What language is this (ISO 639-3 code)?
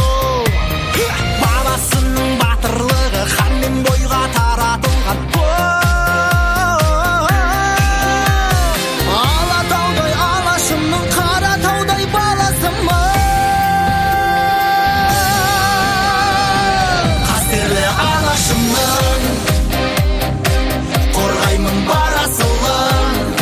kaz